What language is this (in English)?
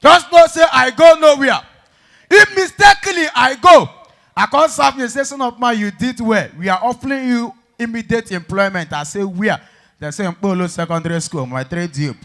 Nigerian Pidgin